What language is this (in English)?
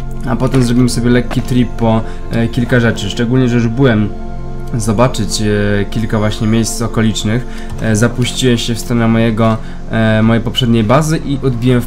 Polish